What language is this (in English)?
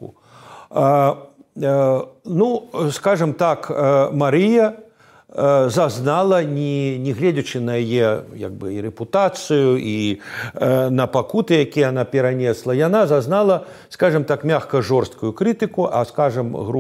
Belarusian